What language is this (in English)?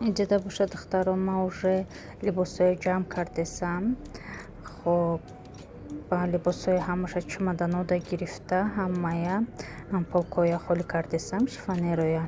Tajik